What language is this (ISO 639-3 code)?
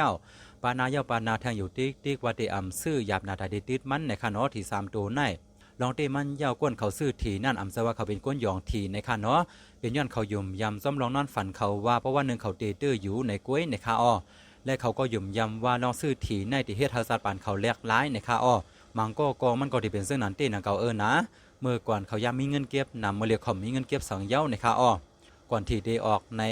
shn